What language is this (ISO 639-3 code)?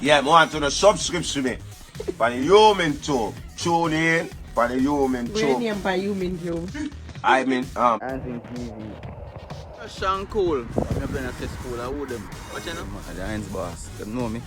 jam